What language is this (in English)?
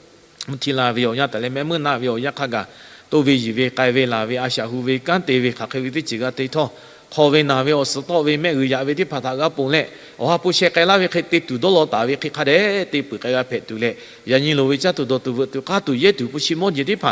Lahu